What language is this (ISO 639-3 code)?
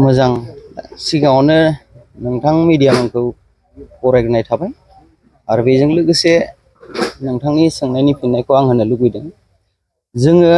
brx